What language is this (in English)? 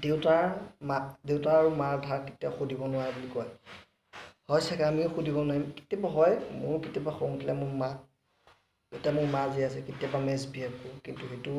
Assamese